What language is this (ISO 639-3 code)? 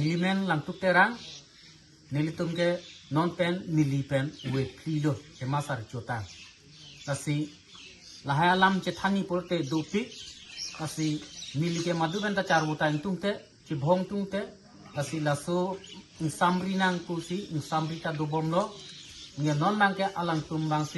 mjw